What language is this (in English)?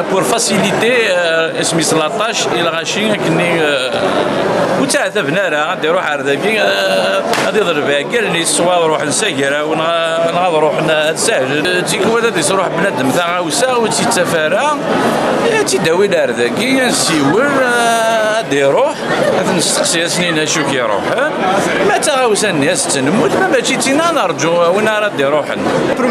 Kabyle